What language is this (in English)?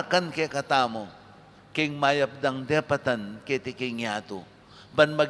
Pampanga